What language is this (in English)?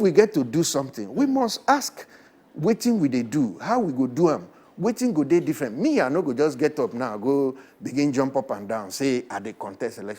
Nigerian Pidgin